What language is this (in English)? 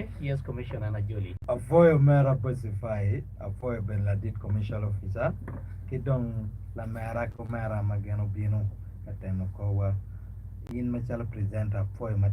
Acoli